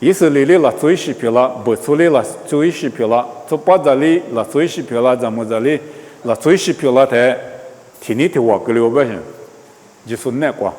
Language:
Lisu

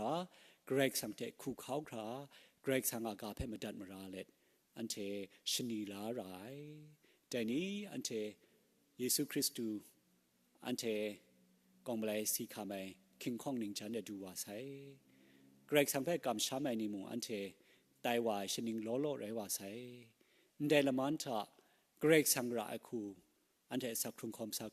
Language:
Kachin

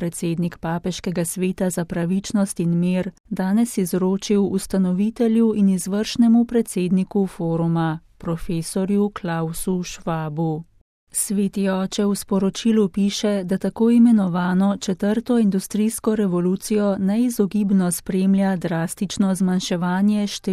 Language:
Slovenian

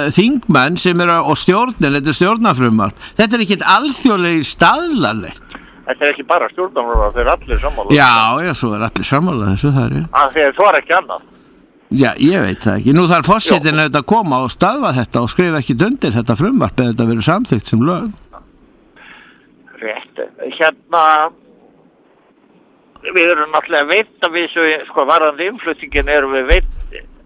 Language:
Icelandic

